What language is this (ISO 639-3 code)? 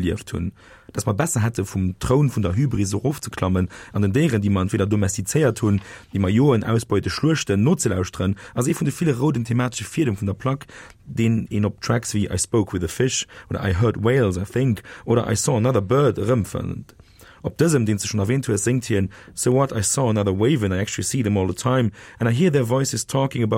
ltz